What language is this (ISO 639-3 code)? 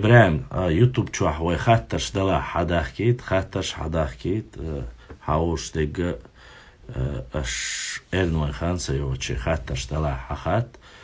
che